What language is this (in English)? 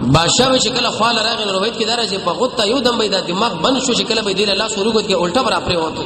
Pashto